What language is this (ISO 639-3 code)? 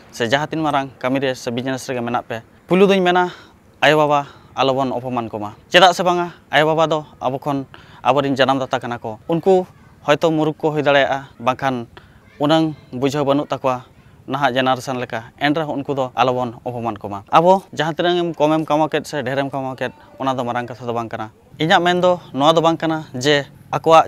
sat